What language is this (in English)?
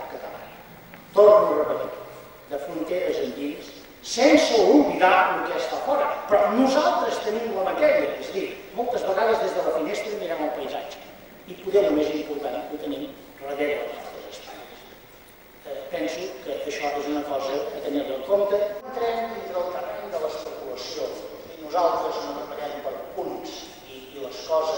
Catalan